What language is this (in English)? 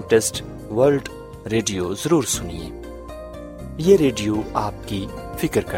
Urdu